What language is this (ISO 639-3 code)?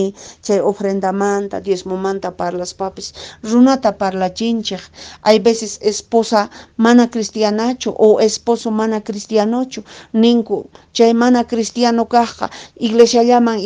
que